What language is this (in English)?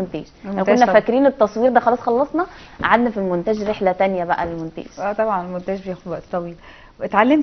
Egyptian Arabic